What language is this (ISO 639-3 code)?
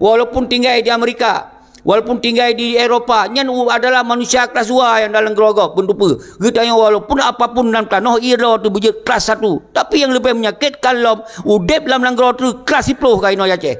ace